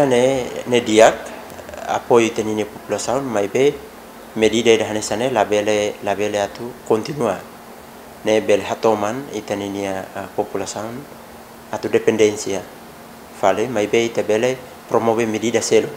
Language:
Tetum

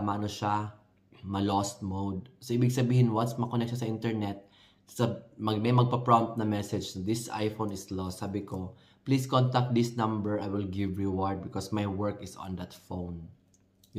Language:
Filipino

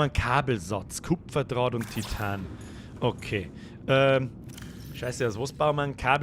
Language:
Bavarian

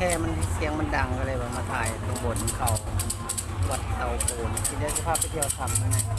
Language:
Lao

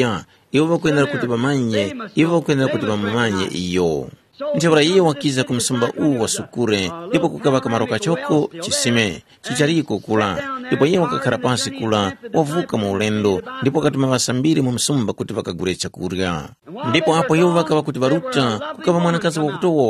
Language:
Tumbuka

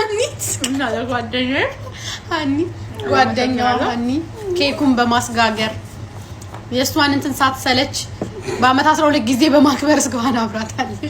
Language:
Amharic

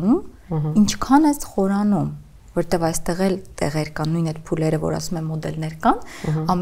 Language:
Armenian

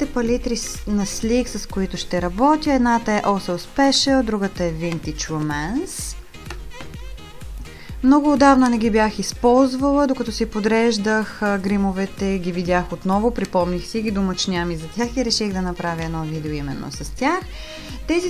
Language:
Bulgarian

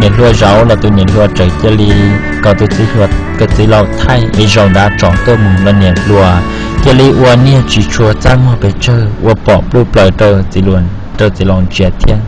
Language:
Hmong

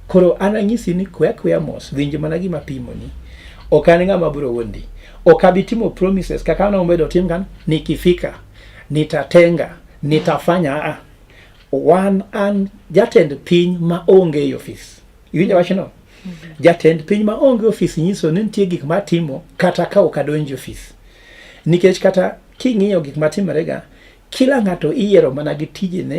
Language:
Luo (Kenya and Tanzania)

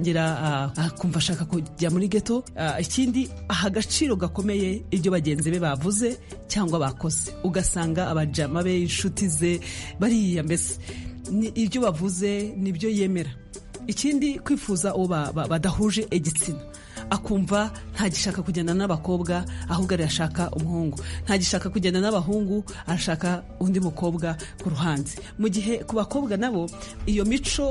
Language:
Kinyarwanda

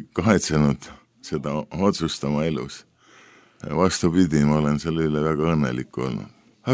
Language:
Estonian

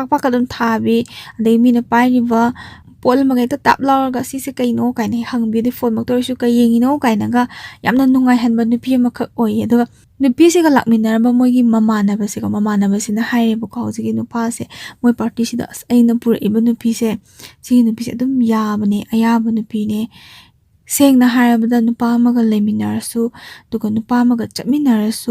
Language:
Manipuri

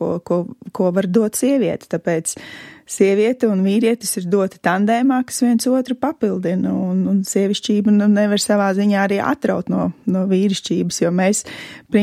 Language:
Latvian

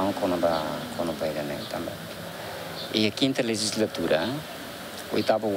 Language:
Tetum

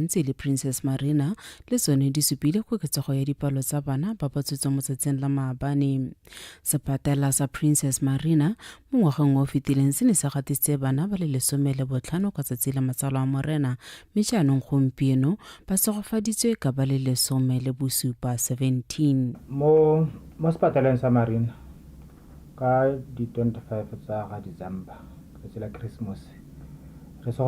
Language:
Tswana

